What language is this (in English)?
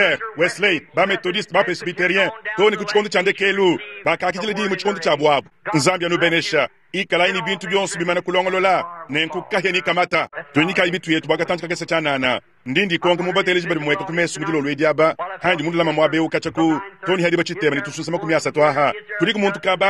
Luba-Lulua